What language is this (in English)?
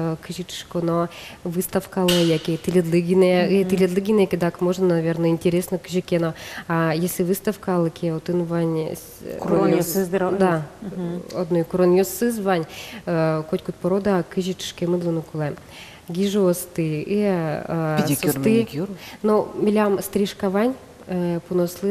Udmurt